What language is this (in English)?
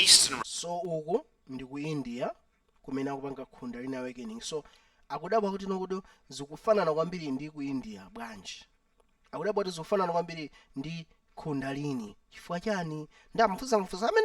Nyanja